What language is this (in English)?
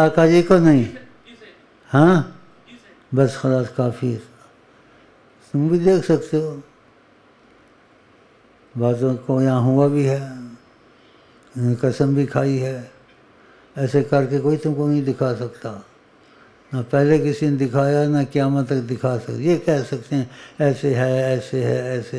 Urdu